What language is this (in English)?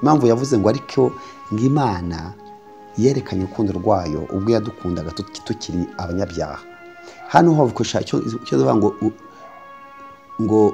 Kinyarwanda